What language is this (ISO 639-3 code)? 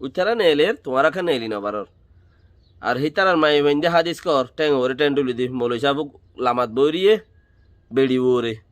rhg